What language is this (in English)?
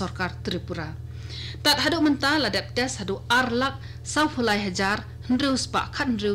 Khasi